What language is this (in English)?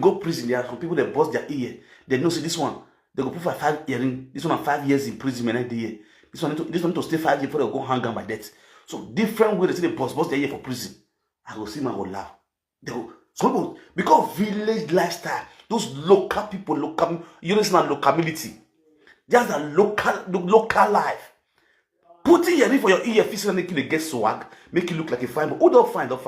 Nigerian Pidgin